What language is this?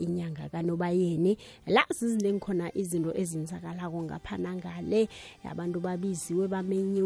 South Ndebele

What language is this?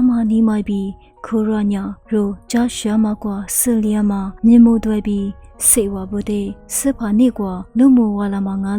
Lisu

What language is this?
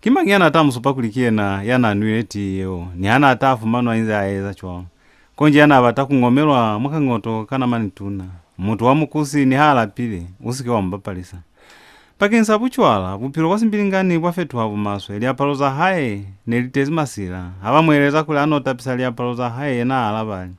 Lozi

